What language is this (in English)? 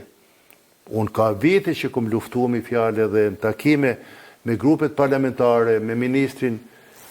Albanian